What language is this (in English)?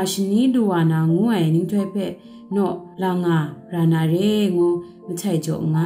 Kachin